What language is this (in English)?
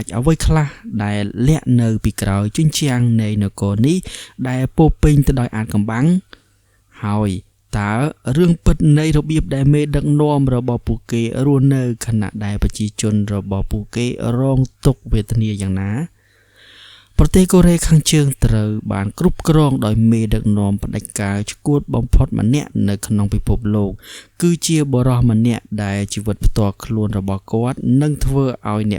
Khmer